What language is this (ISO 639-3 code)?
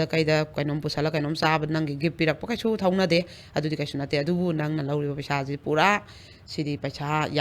mni